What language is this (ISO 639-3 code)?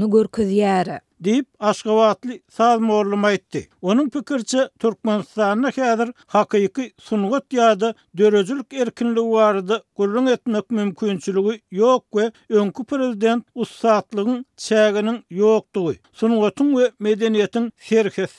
tuk